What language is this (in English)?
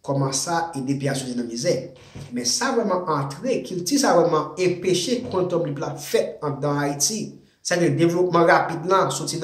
Haitian Creole